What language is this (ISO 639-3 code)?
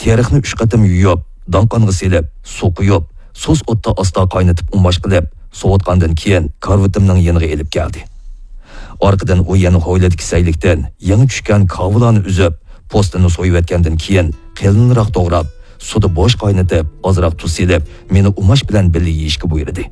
uig